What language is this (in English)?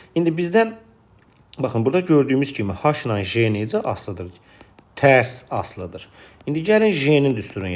Azerbaijani